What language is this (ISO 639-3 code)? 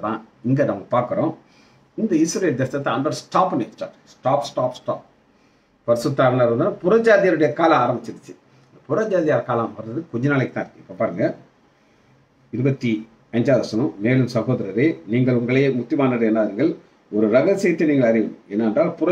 tam